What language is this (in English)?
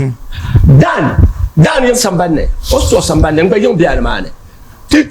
Dagbani